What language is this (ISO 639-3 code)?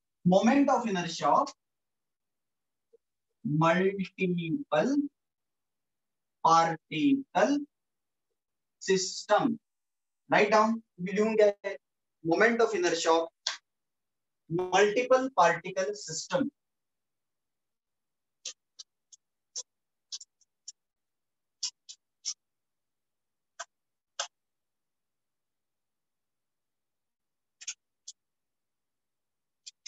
mar